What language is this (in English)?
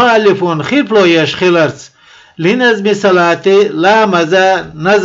Chechen